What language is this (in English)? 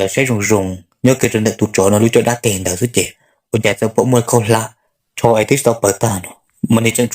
Hmong